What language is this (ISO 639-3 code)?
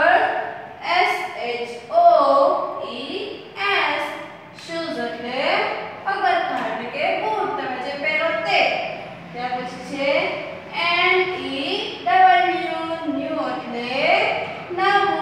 guj